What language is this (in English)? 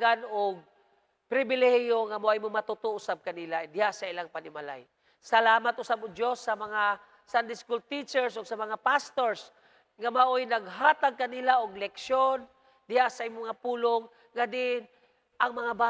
Cebuano